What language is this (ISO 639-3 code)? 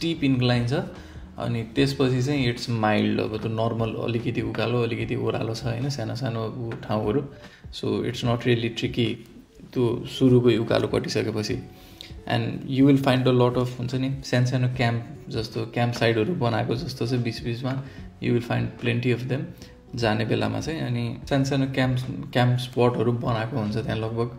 nep